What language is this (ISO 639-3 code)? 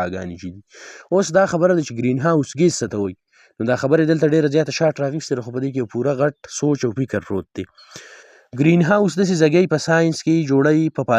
pus